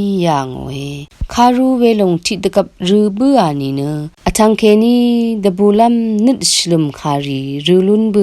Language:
Rawang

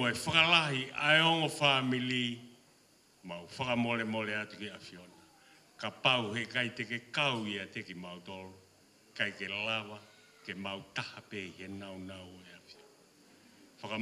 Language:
Tongan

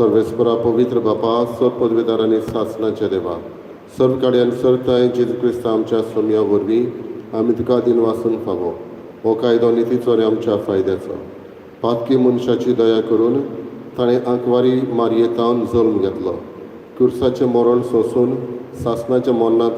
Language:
Konkani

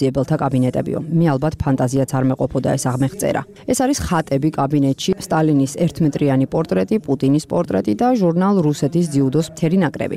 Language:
Georgian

